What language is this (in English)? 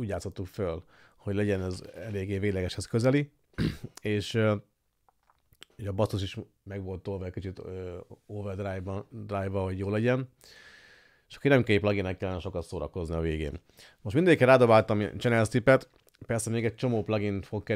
Hungarian